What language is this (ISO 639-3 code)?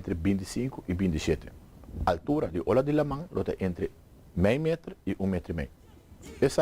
pap